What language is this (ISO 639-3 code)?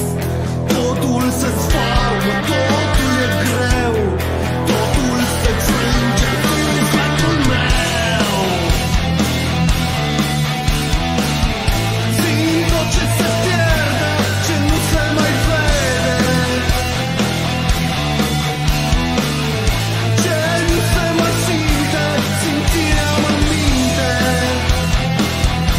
ron